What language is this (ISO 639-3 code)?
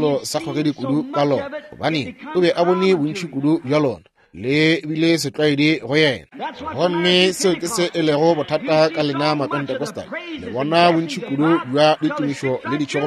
nso